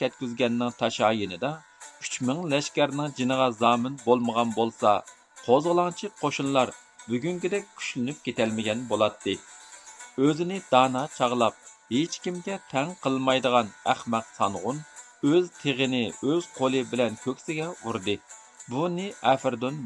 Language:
Uyghur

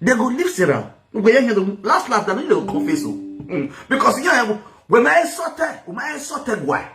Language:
Nigerian Pidgin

